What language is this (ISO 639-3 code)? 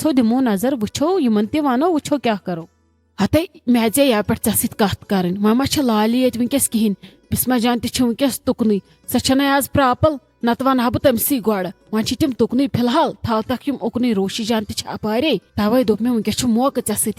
kas